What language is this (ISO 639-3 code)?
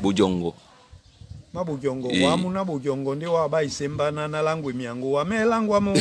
dua